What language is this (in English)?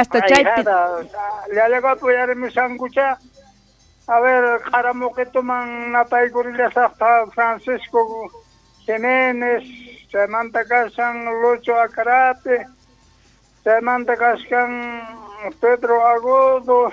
South Bolivian Quechua